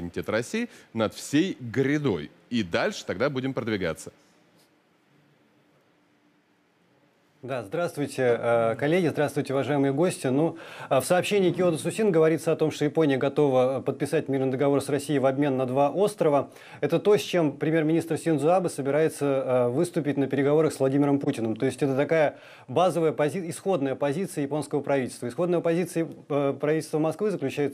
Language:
Russian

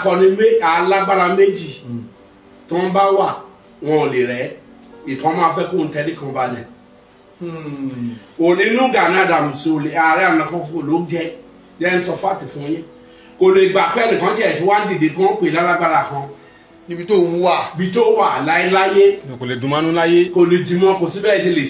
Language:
Yoruba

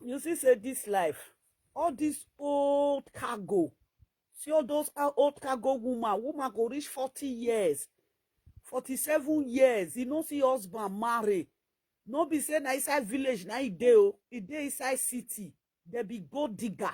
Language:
Nigerian Pidgin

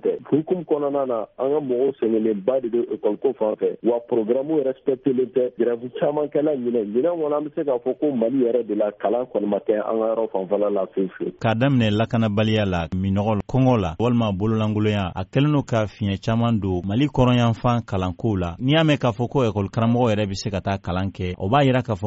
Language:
Bambara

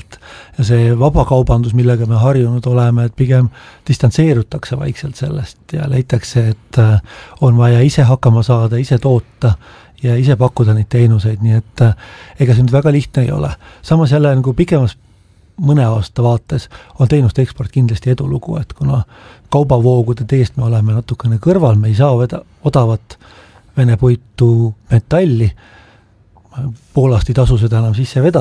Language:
Estonian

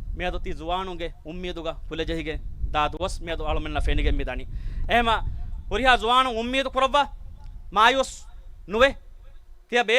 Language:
Divehi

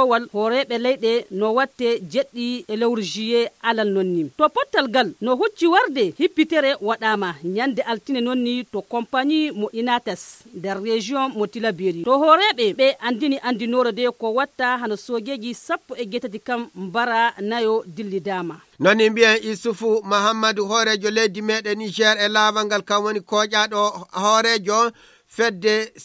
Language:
Nigerian Fulfulde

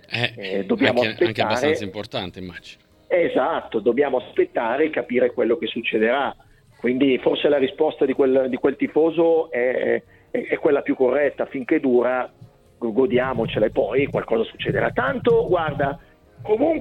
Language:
Italian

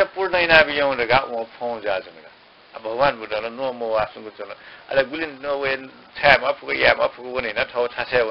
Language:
Newari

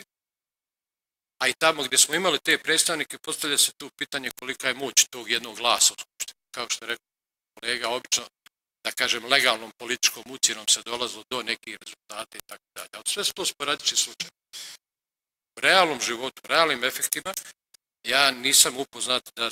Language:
Bosnian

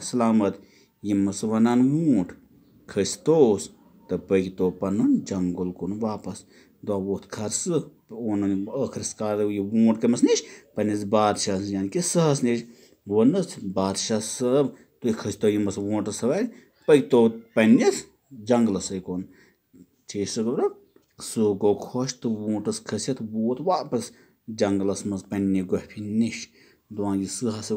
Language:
Kashmiri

